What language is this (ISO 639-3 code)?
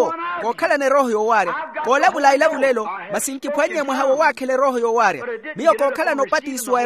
vmw